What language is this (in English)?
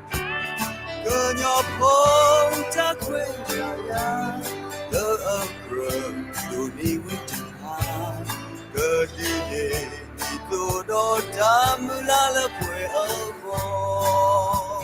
S'gaw Karen